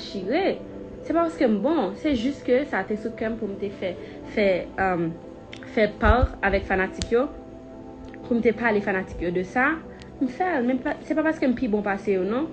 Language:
Haitian Creole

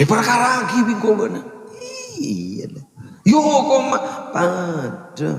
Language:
Madurese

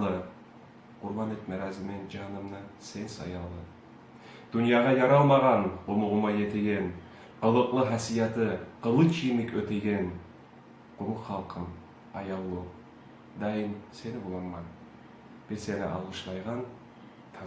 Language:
Kumyk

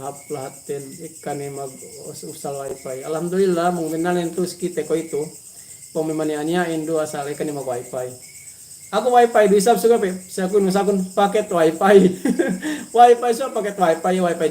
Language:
Yakan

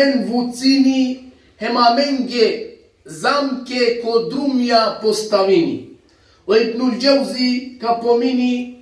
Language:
Balkan Romani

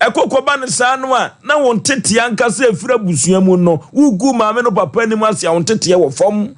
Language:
Akan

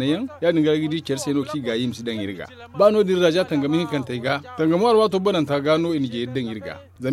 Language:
Zarma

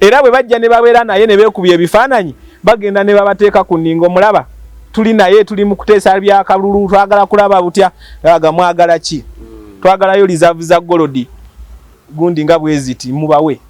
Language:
Ganda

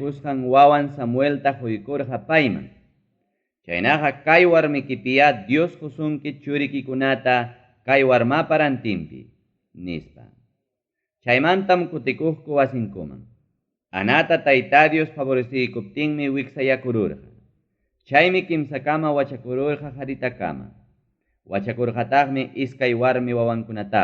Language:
Ayacucho Quechua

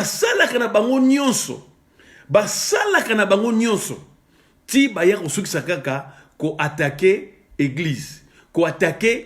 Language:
Lingala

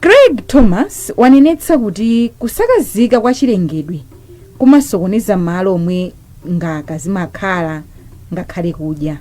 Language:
Nyanja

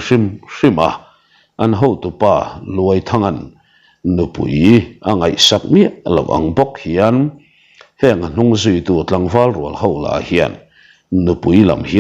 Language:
Mizo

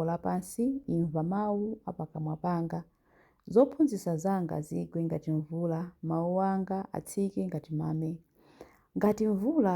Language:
Nyanja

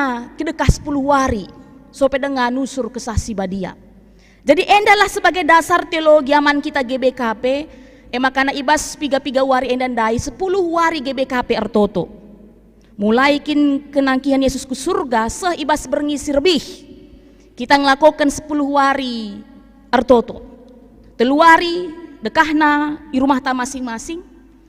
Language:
Batak Karo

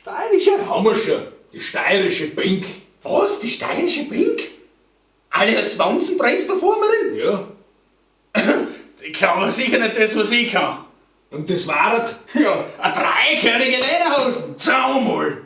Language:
Bavarian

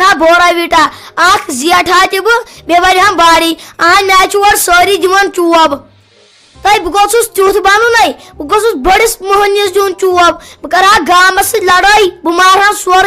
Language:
Kashmiri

